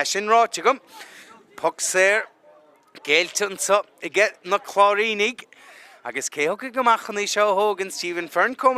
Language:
Irish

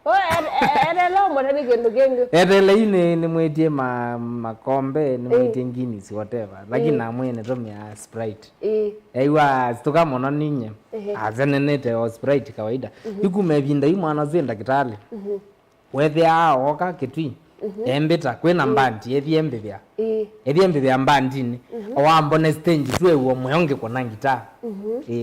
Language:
Kamba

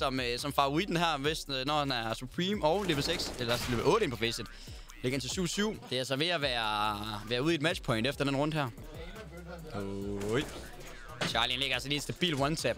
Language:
Danish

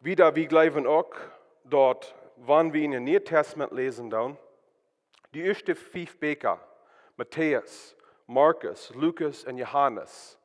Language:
Plautdietsch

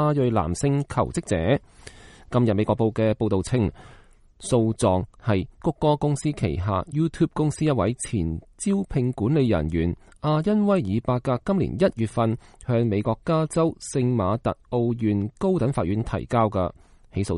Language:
Cantonese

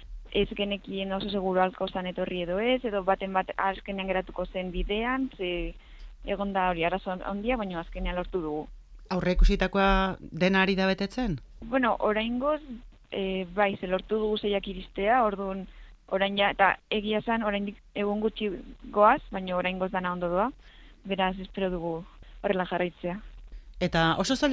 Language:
Basque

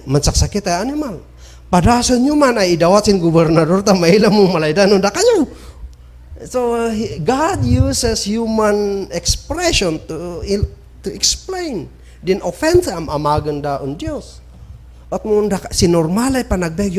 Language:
Kankanaey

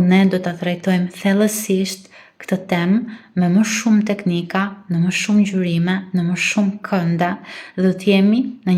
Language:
Albanian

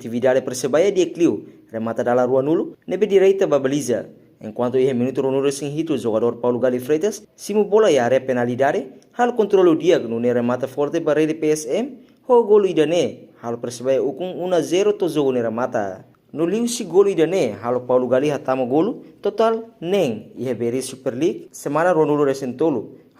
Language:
Tetum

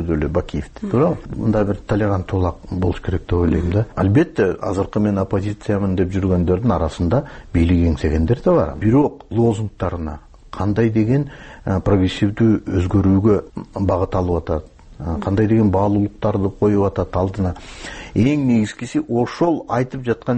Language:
Kyrgyz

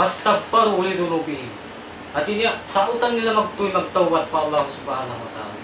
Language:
Tausug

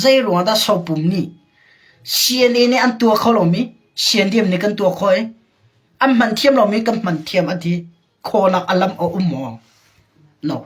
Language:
Hakha Chin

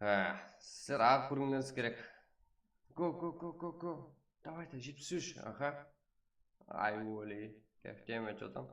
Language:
Kara-Kalpak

